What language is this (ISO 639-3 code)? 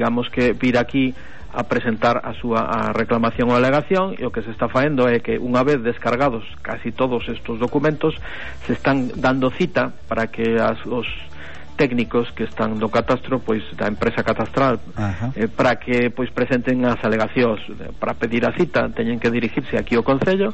glg